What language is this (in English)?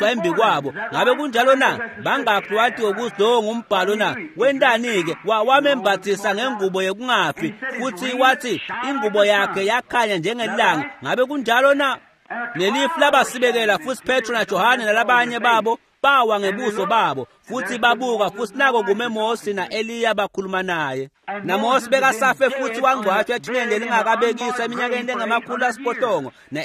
Swati